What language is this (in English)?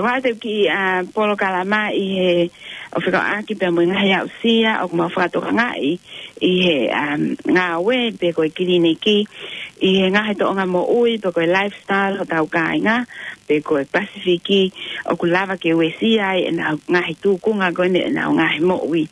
Tongan